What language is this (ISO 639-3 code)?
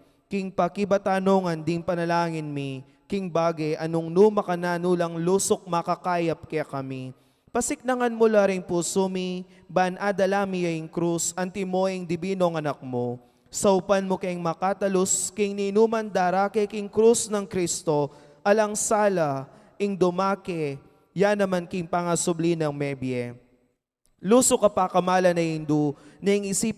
pam